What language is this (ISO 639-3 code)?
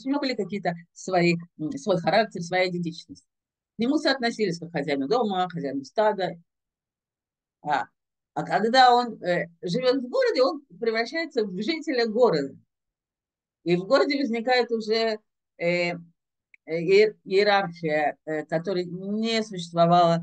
rus